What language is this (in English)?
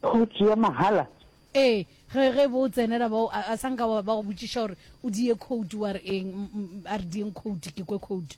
Northern Sotho